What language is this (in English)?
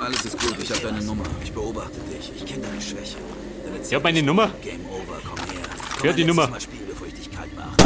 Bavarian